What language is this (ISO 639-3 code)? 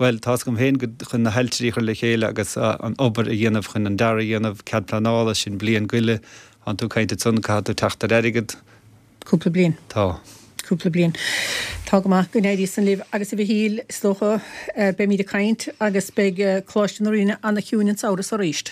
gle